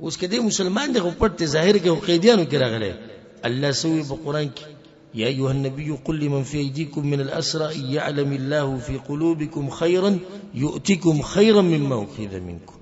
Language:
Pashto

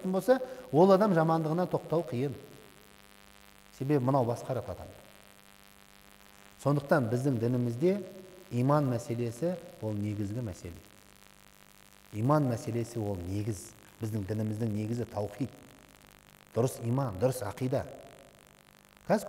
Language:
Kazakh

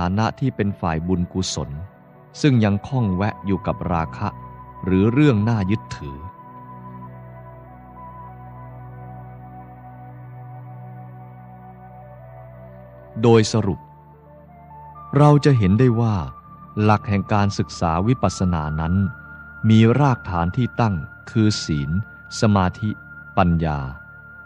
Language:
Thai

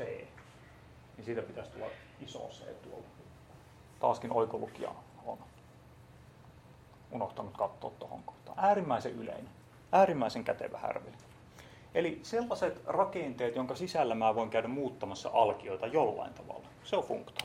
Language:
Finnish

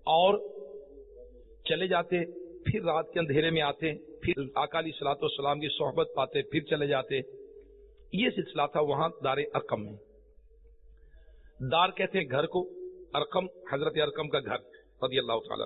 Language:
Urdu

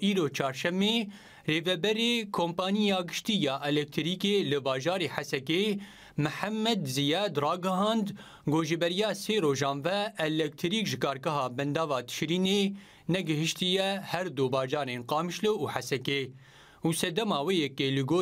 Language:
Kurdish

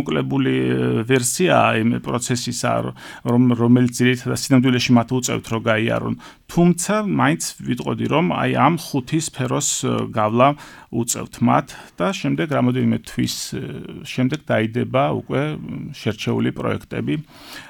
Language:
Georgian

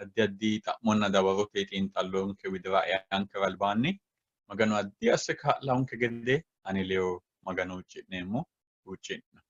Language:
Sidamo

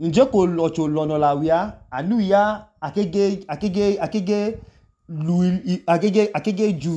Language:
Idoma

